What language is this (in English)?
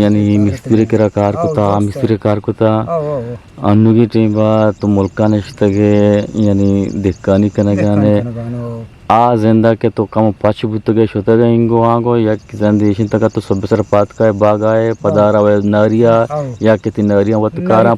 Eastern Balochi